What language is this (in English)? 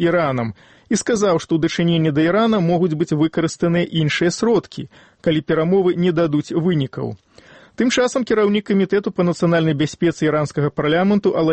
Belarusian